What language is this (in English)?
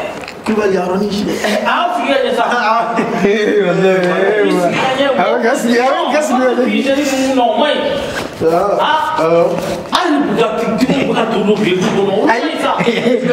Bambara